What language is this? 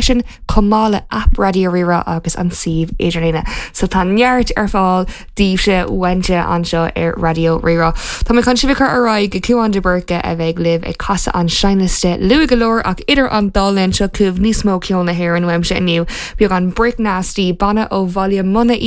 Irish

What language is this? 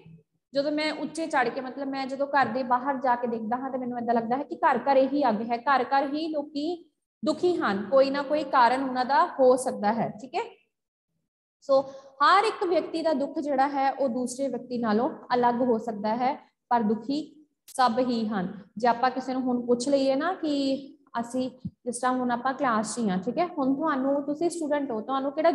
Punjabi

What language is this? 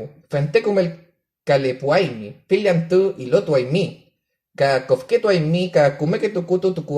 Mapuche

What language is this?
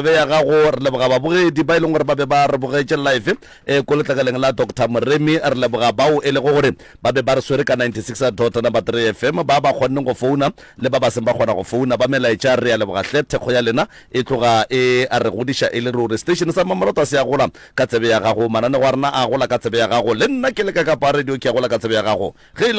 Northern Sotho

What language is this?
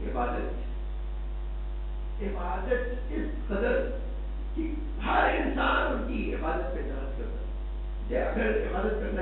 Urdu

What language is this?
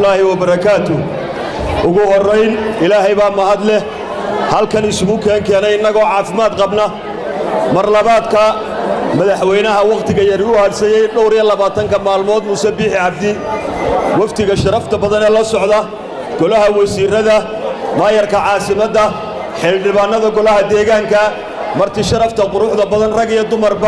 Somali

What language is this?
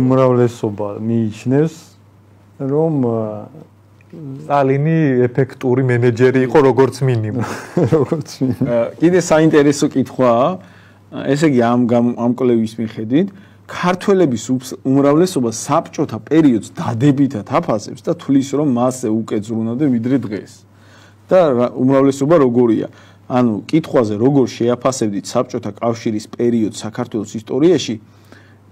Georgian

